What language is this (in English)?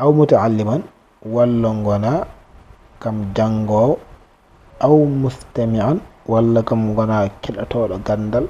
Fula